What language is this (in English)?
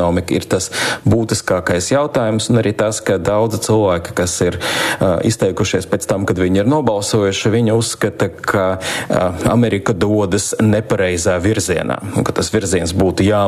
Latvian